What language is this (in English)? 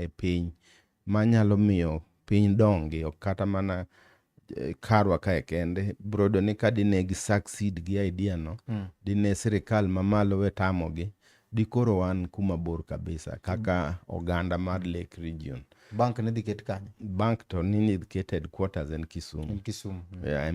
Luo (Kenya and Tanzania)